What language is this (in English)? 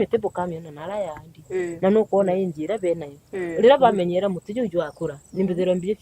Meru